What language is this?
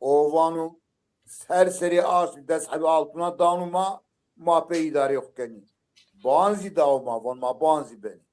Zaza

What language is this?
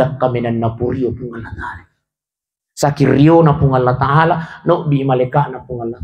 Buginese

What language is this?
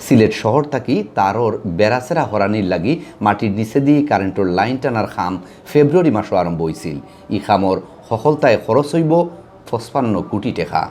Sylheti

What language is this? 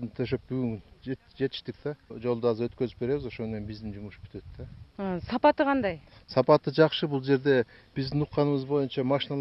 Kyrgyz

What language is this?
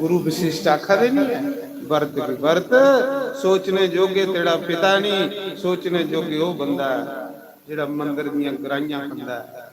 Dogri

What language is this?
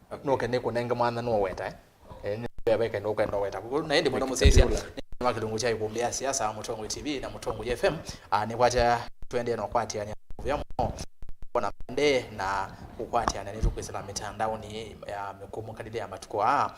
Kamba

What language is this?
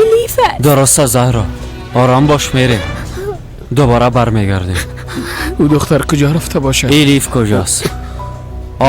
Persian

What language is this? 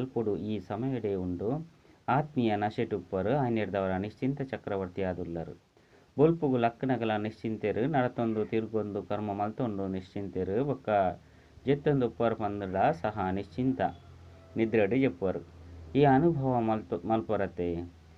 Tulu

